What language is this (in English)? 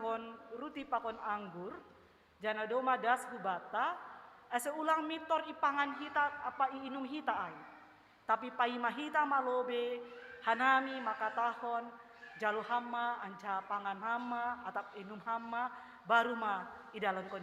Batak Simalungun